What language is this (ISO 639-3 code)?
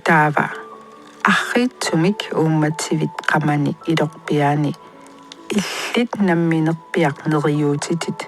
kal